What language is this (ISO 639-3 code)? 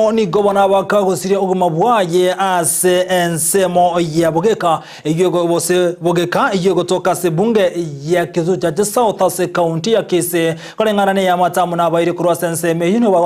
guz